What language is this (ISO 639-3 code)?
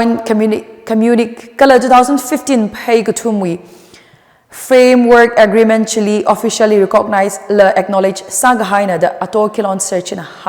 nmf